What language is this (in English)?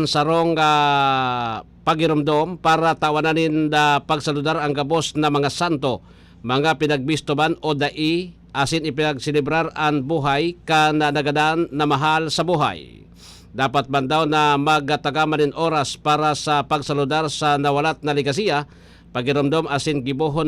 Bikol